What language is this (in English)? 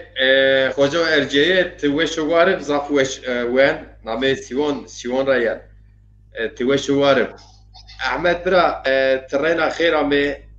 Zaza